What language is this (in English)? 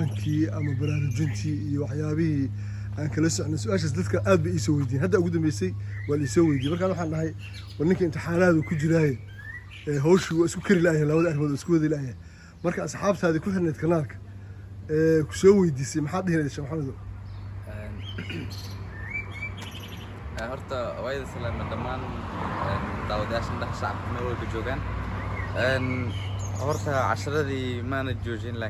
Somali